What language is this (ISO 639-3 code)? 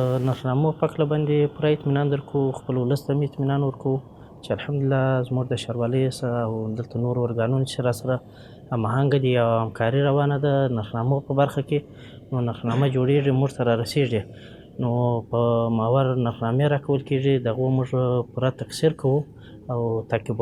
pus